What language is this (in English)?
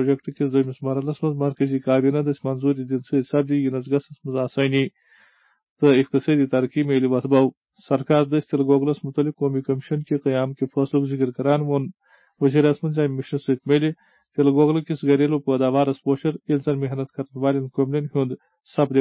Kashmiri